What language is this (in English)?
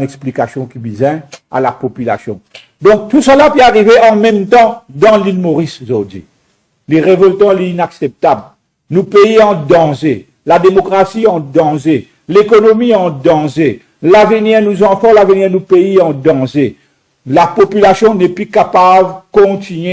Morisyen